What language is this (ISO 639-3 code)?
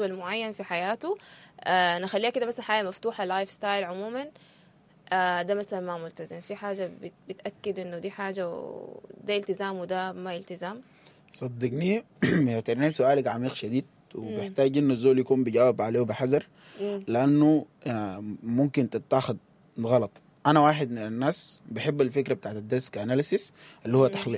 apd